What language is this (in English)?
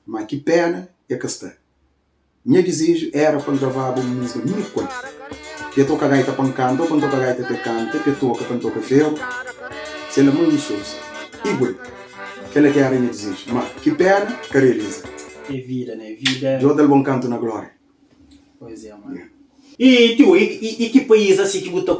Kabuverdianu